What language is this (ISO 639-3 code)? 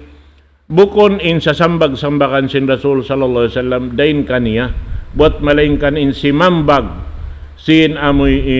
tsg